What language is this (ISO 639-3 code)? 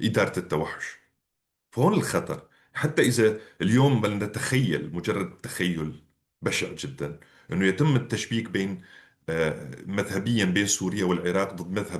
apc